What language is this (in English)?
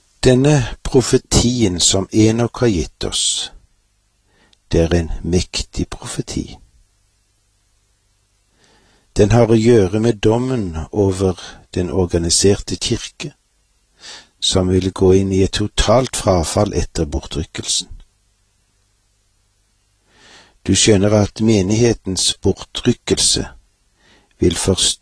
Norwegian